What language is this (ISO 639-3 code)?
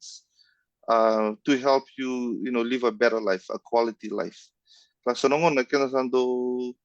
fij